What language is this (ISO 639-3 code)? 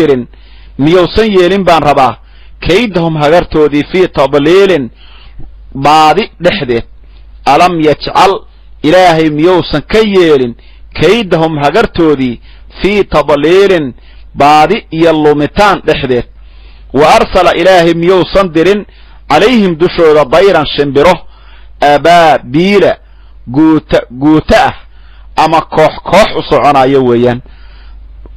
som